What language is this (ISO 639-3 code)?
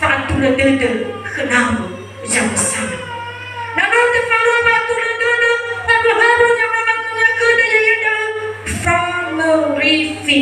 nia